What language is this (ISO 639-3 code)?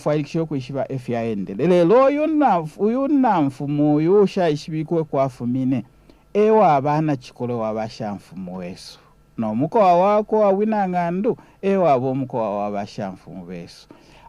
bem